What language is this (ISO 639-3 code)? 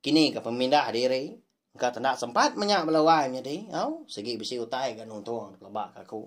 iba